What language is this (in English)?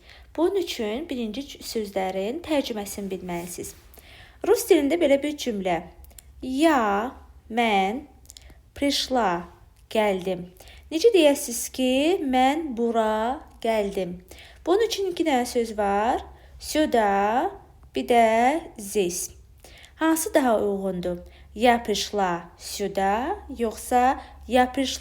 Azerbaijani